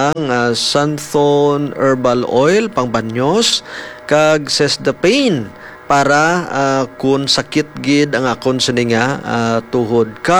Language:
Hiligaynon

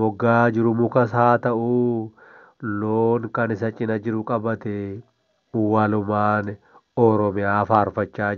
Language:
Oromo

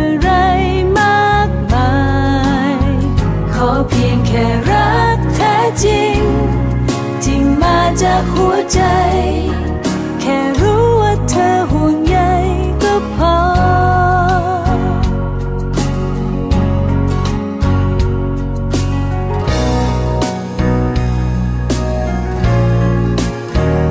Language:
Thai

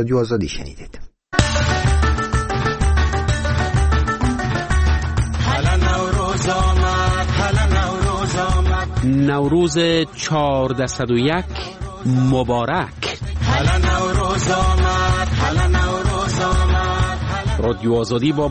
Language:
Persian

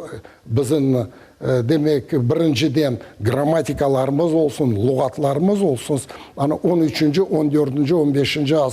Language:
Crimean Tatar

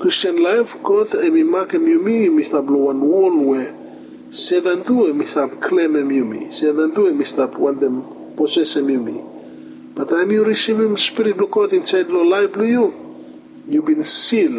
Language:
Bislama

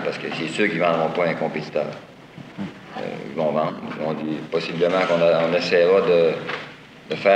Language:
French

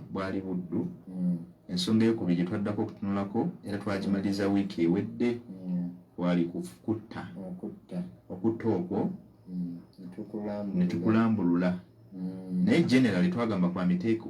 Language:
Ganda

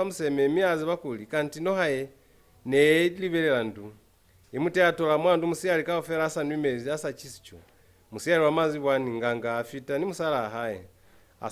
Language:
Lozi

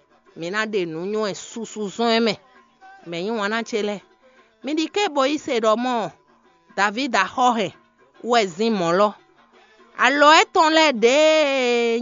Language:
Fon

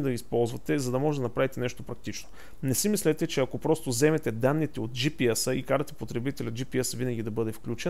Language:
Bulgarian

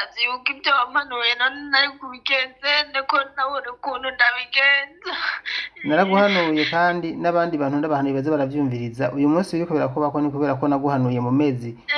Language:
Rundi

